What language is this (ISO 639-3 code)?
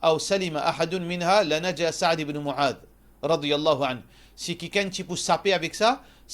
mfe